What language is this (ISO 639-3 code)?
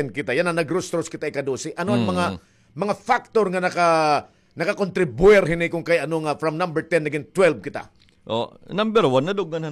war